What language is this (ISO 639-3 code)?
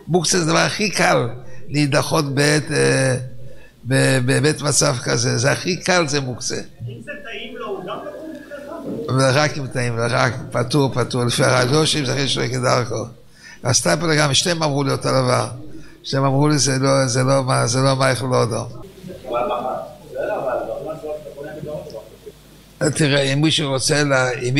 heb